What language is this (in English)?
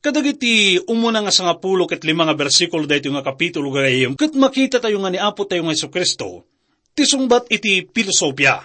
Iloko